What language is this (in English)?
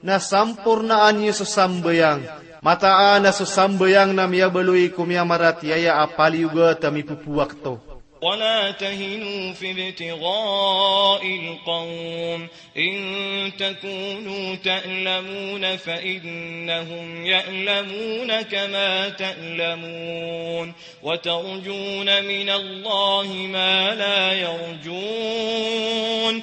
Maranao